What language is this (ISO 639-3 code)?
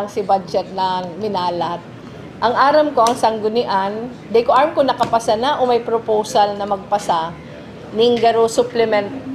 bik